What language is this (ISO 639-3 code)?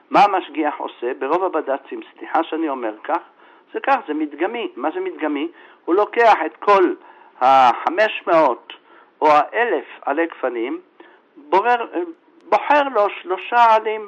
heb